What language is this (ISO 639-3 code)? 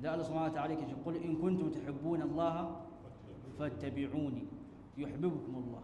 hau